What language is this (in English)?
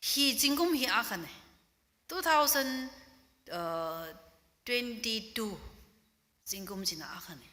Tangkhul Naga (India)